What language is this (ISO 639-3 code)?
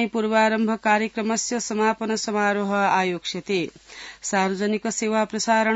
san